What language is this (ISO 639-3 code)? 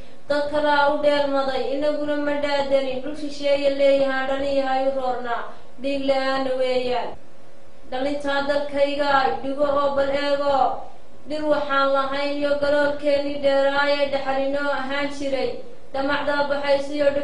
som